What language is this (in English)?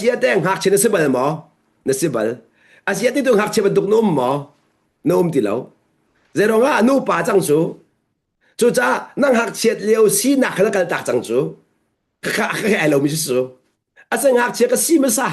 Hakha Chin